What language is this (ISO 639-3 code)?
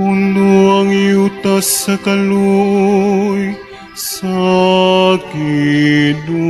ceb